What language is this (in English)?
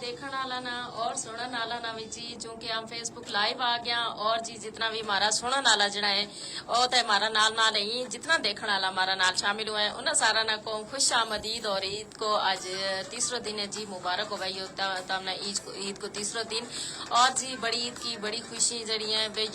Gujari